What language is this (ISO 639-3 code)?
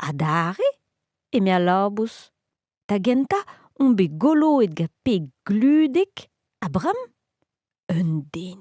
bre